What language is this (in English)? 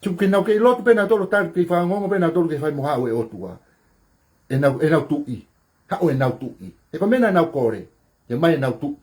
Tongan